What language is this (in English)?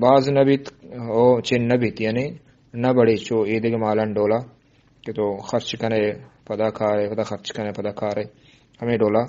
Eastern Balochi